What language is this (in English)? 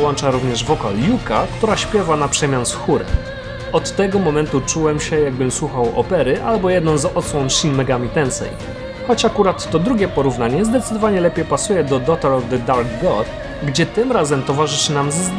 Polish